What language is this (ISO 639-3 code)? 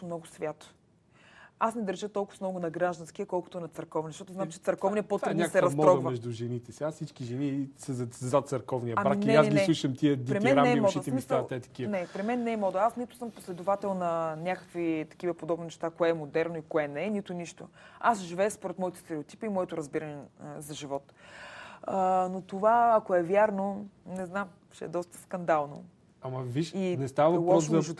bul